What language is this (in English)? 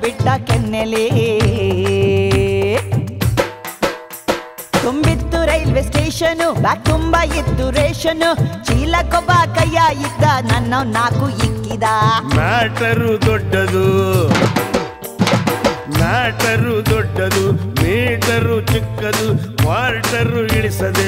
Kannada